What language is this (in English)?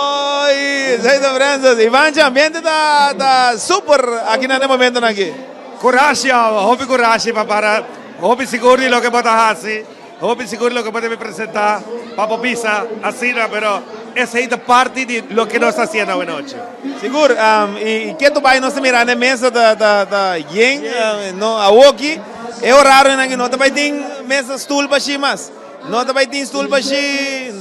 Papiamento